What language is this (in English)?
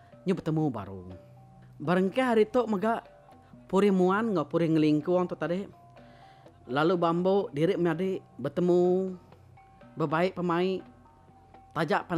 Iban